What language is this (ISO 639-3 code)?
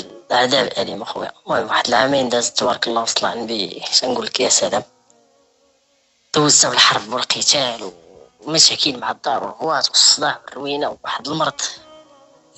ary